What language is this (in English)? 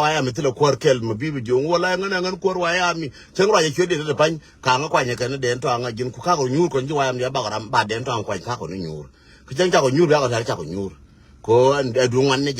Nuer